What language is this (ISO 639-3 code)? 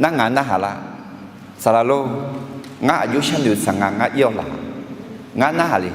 ahk